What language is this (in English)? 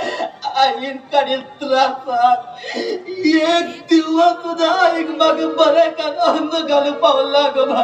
Konkani